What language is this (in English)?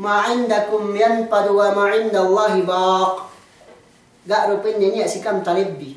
Yakan